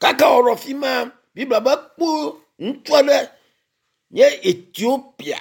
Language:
Ewe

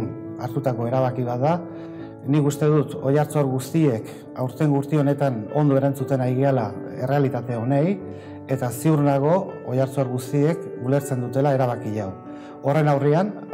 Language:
Basque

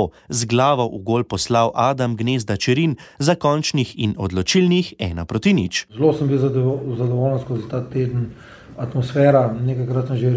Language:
Slovenian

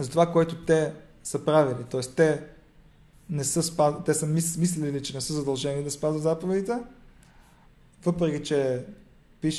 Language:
Bulgarian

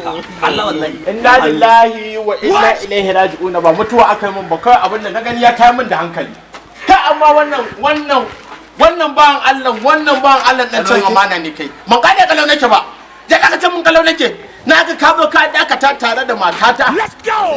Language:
Hausa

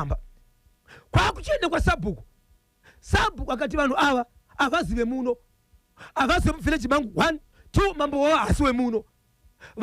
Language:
Shona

